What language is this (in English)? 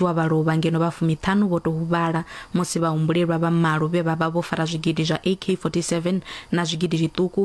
Venda